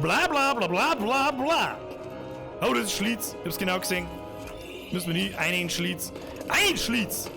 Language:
Bavarian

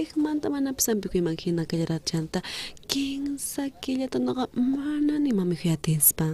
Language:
South Bolivian Quechua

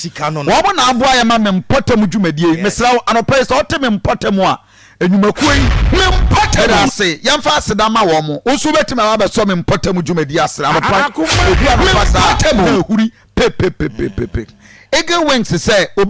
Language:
Akan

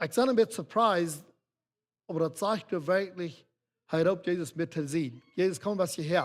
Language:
Plautdietsch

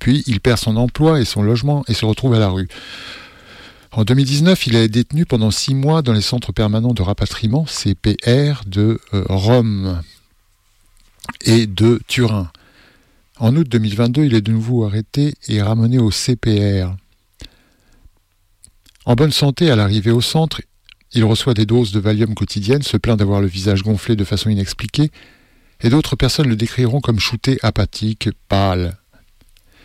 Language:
French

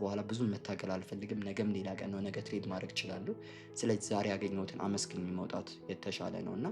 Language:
Amharic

